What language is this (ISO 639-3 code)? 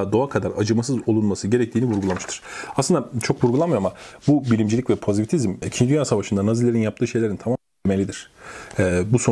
tur